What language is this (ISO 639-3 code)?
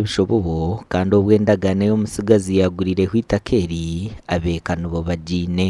nyn